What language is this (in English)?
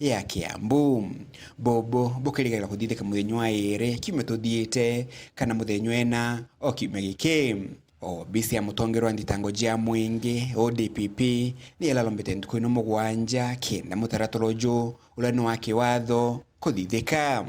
Meru